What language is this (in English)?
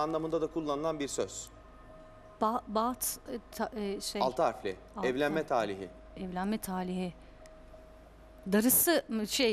Turkish